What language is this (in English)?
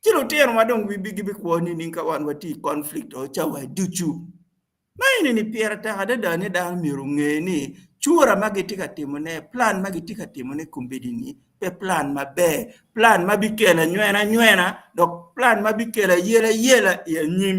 Acoli